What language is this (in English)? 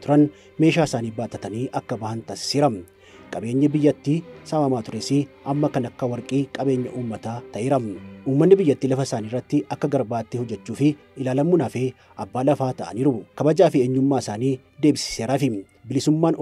Oromo